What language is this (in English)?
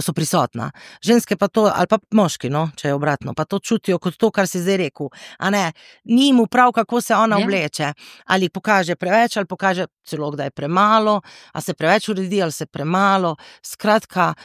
Slovenian